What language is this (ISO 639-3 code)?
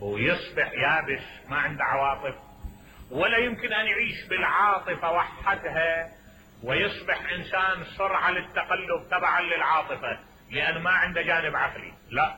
acm